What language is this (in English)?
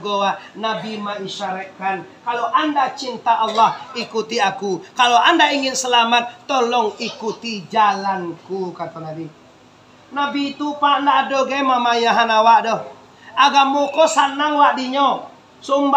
Minangkabau